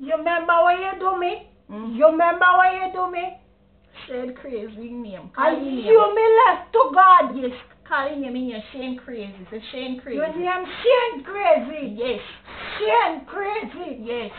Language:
Jamaican Creole English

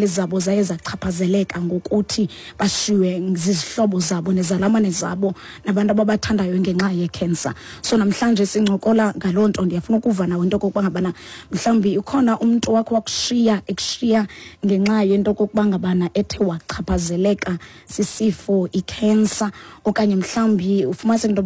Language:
Xhosa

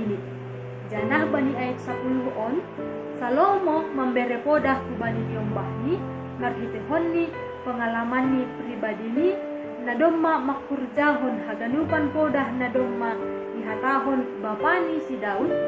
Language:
Batak Simalungun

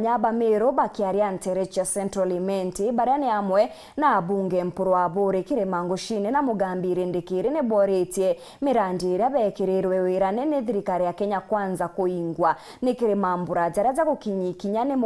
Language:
Meru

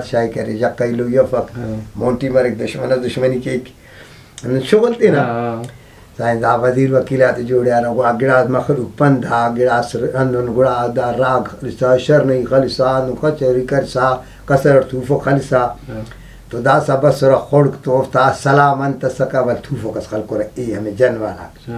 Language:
Brahui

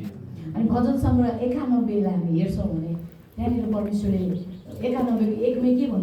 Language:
Nepali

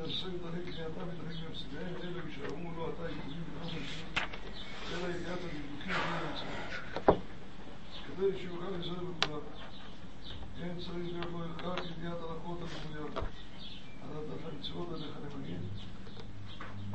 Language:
Hebrew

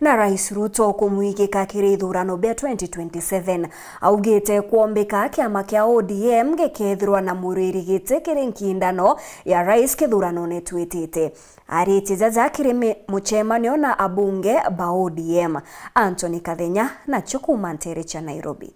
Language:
Meru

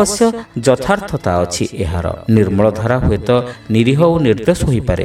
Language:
Odia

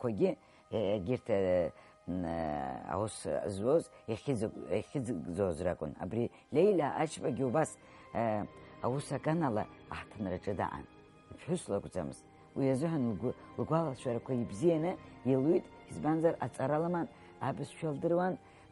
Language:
Abkhazian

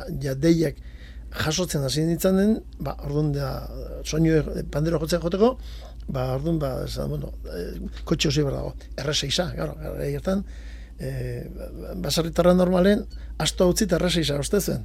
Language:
Basque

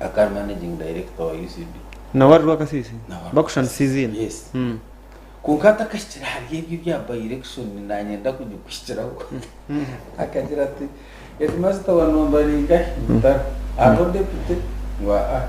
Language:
Nyankole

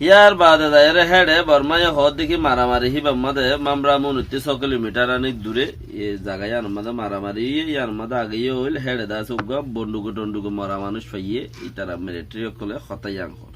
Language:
Rohingya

